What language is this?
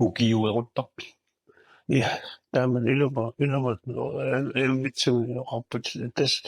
Kalaallisut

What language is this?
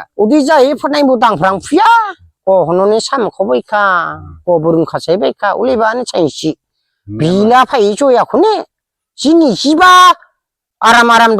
Dimasa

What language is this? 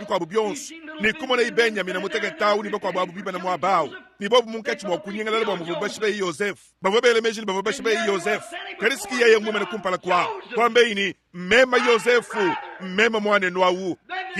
Luba-Lulua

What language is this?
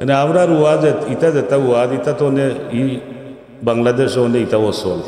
Sylheti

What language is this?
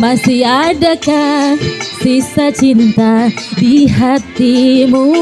Betawi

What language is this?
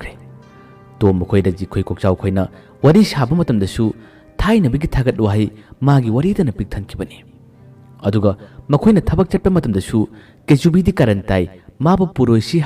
Manipuri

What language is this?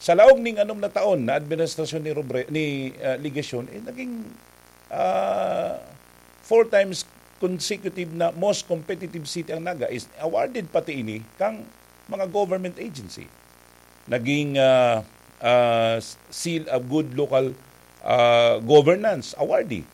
Bikol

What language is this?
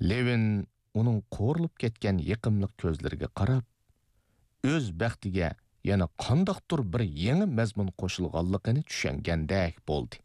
Uyghur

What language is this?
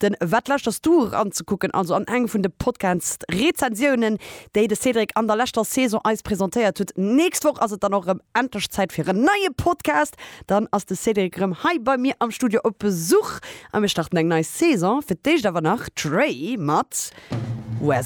Luxembourgish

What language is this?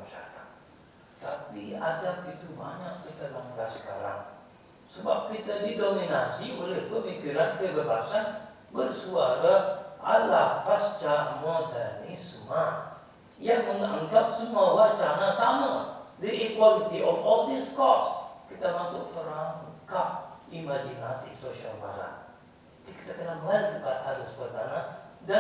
Malay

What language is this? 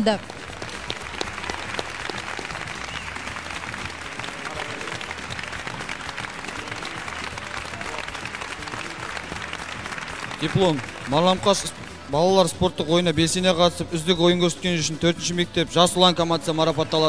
Kazakh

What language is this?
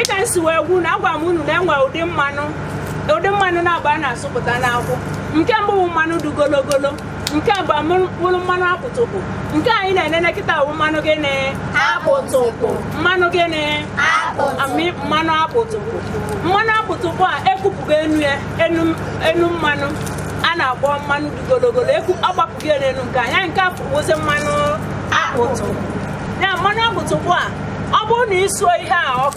Igbo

